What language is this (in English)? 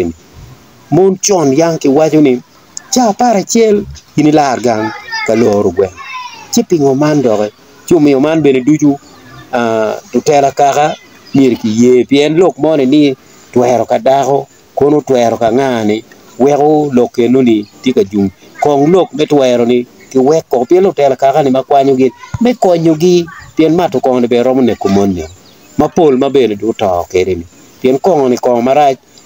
Acoli